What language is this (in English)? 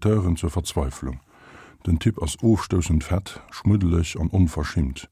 Luxembourgish